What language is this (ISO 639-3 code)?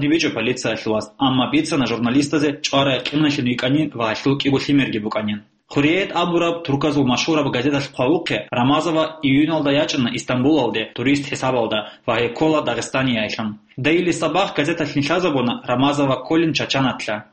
ava